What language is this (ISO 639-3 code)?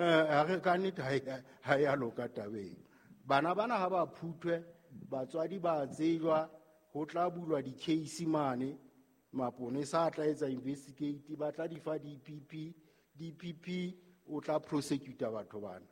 sot